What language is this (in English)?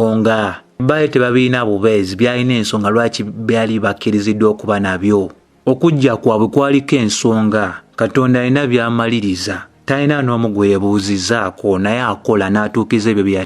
Ganda